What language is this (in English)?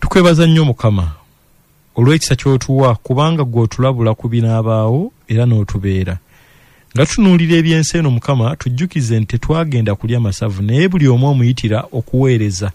Ganda